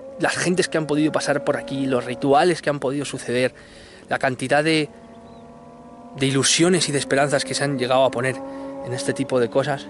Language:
Spanish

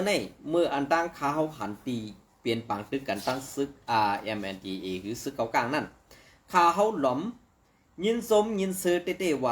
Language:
Shan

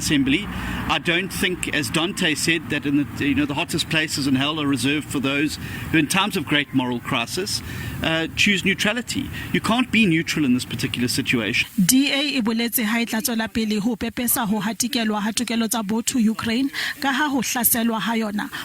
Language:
Southern Sotho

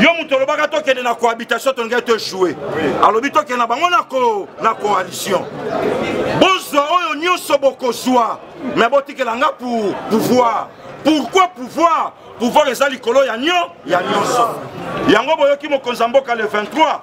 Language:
Lingala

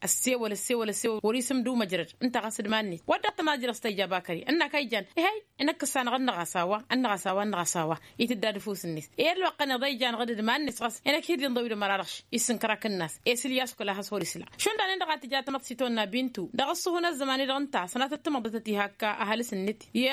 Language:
Tamasheq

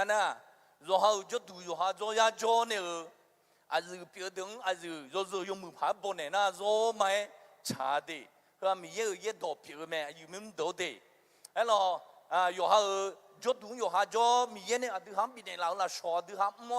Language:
Akha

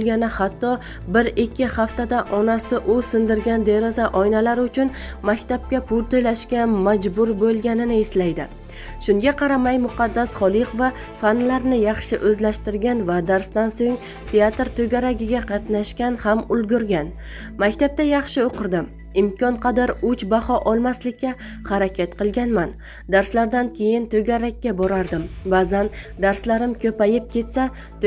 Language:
Uzbek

